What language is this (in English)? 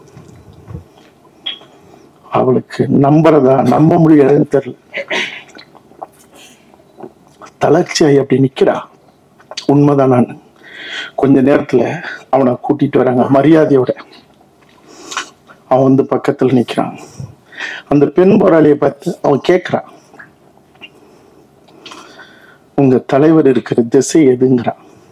Tamil